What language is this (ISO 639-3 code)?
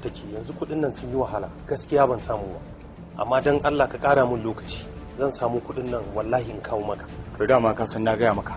hau